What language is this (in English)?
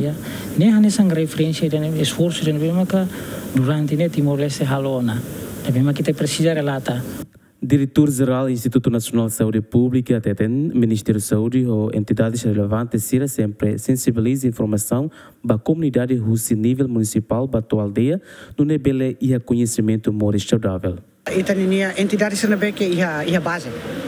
Tetum